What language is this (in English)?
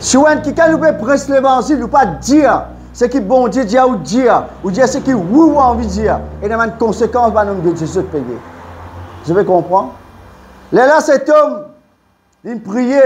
Morisyen